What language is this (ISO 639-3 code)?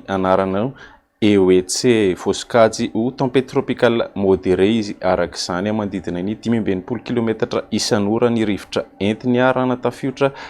mlg